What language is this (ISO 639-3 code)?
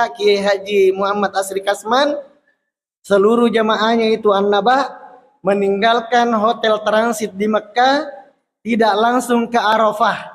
bug